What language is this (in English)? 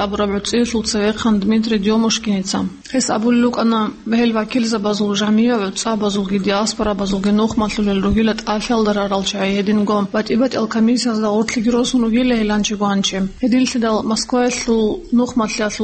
Avaric